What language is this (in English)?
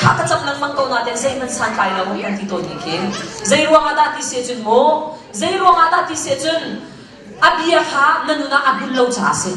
Hakha Chin